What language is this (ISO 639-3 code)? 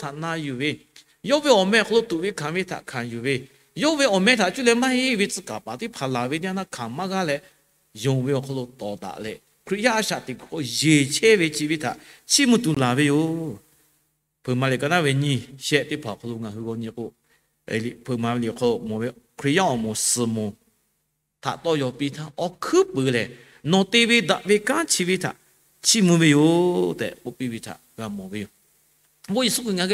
lhu